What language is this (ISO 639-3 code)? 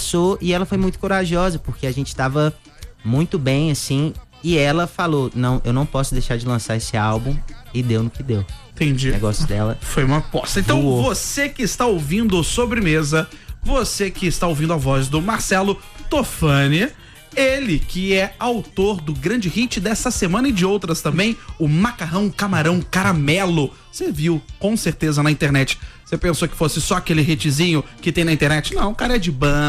por